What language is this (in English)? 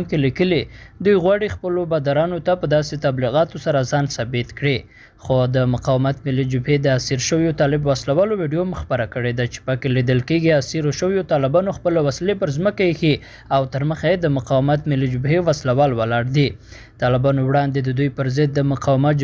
Pashto